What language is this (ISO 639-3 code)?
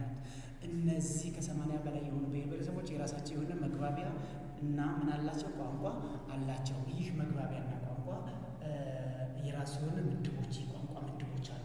amh